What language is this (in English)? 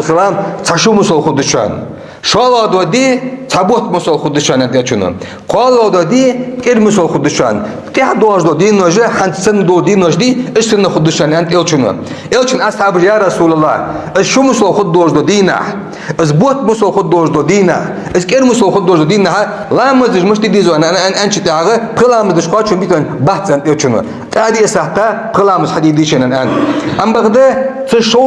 Ingush